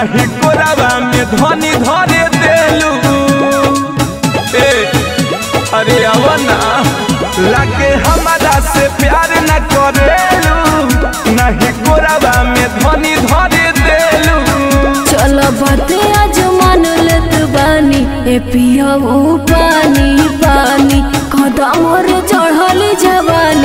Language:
Bhojpuri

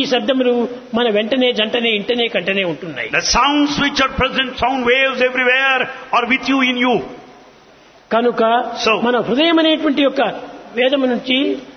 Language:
Telugu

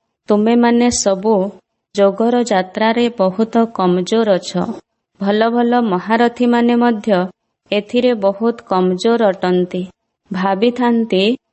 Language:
Odia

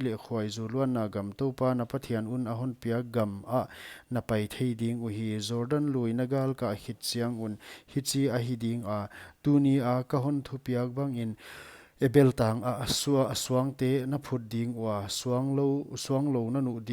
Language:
Paite Chin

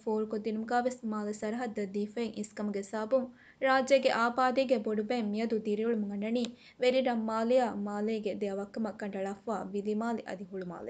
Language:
Divehi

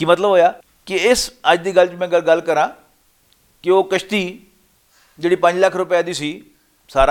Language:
Western Panjabi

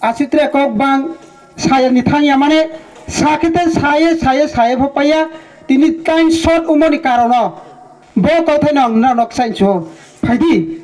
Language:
Kok Borok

